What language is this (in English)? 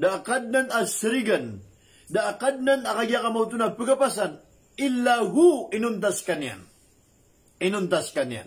Maranao